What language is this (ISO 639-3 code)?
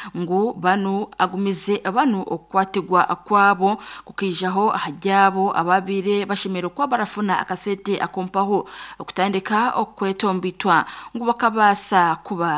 nyn